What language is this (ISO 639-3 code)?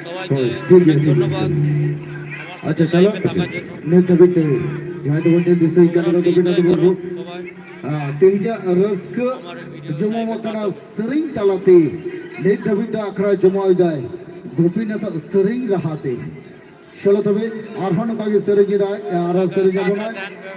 sat